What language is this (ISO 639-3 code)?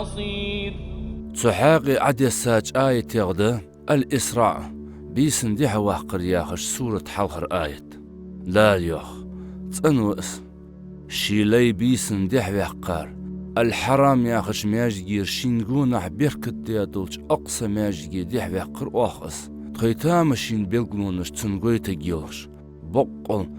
inh